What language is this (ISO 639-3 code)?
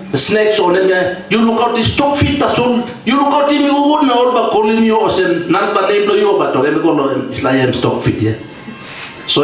tpi